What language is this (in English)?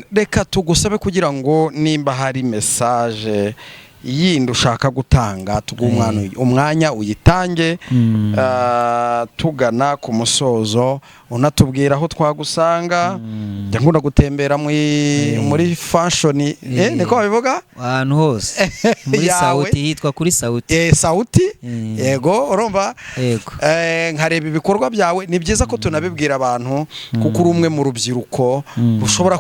Kinyarwanda